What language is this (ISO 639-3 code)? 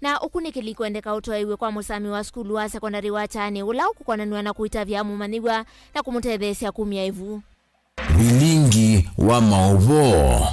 kam